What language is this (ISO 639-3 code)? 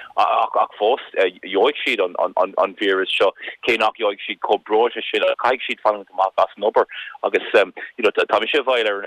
gle